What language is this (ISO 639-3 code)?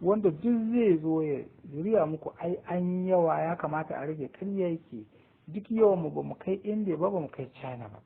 hau